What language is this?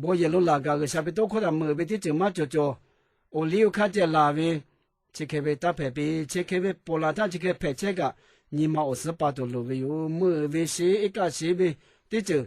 Lahu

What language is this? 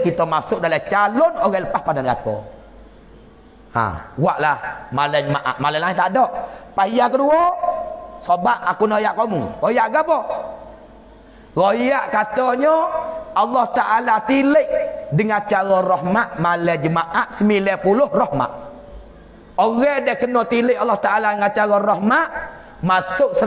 Pattani Malay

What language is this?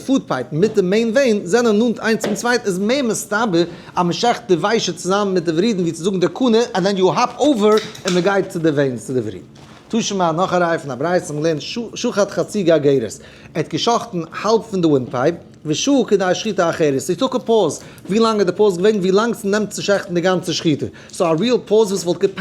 Yiddish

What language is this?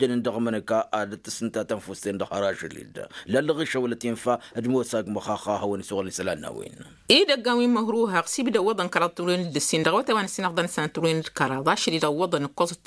Tamasheq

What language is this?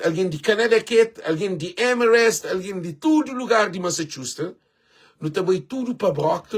Kabuverdianu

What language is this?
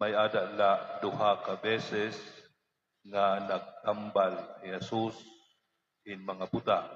Waray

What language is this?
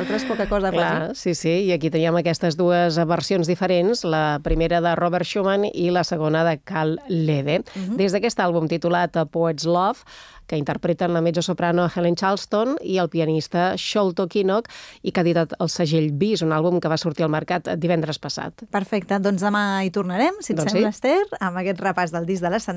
Catalan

